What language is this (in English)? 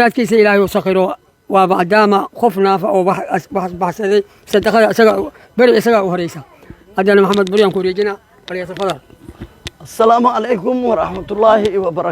Somali